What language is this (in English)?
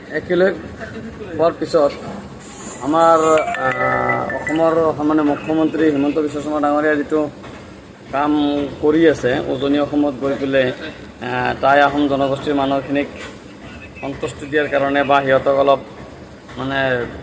Assamese